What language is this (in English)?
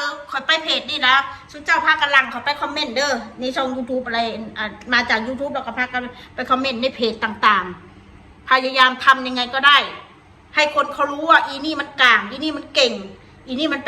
Northeastern Thai